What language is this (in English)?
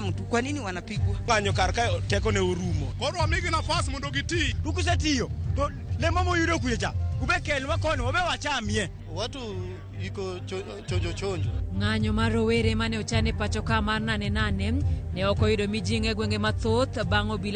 Luo (Kenya and Tanzania)